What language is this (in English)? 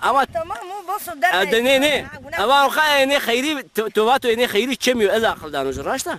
Zaza